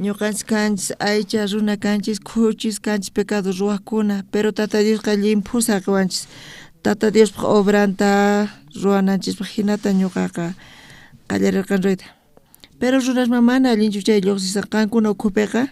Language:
South Bolivian Quechua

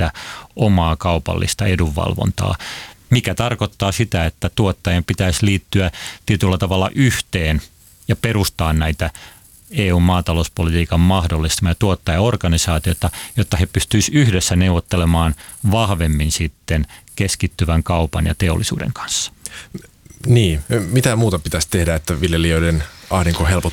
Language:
Finnish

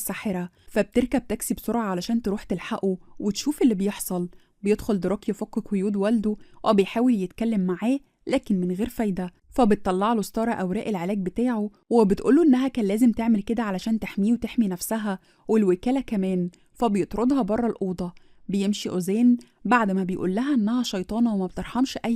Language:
Egyptian Arabic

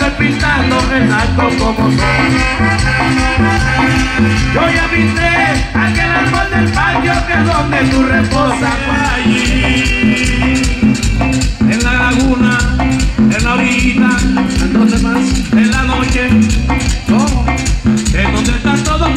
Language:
Spanish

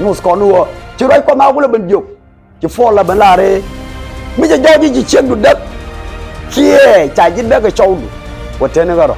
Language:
Nuer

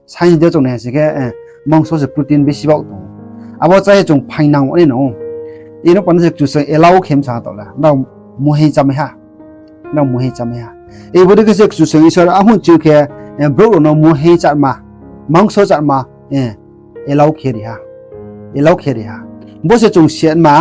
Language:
Riang (India)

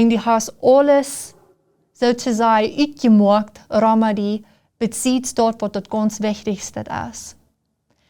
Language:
Plautdietsch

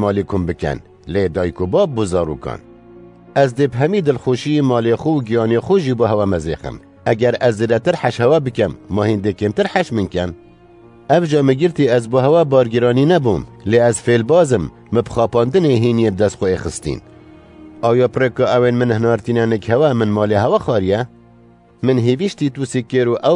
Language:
Kurdish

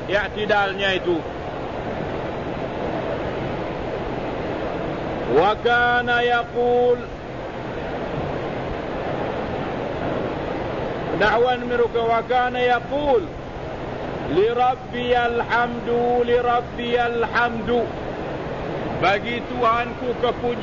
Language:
Malay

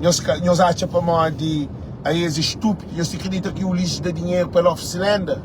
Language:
Kabuverdianu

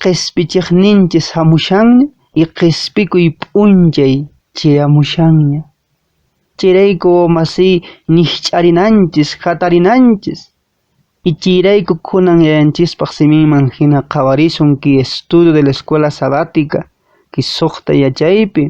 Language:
Quechua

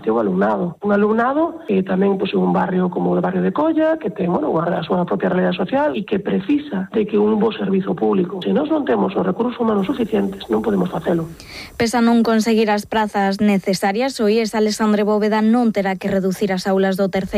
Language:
Galician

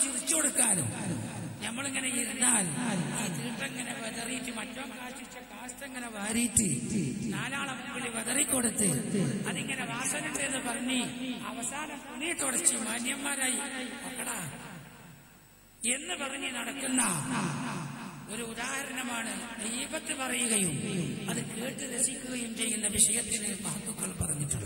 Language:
Malayalam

